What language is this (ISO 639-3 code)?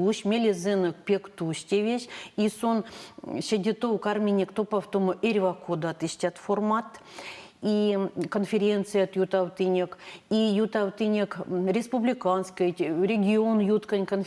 myv